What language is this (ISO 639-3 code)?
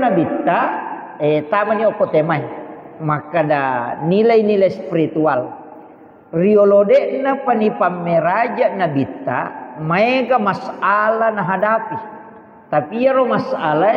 bug